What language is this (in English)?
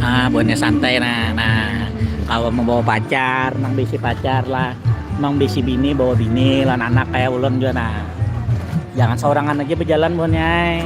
Banjar